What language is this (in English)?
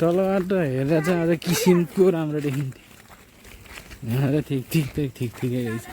Nepali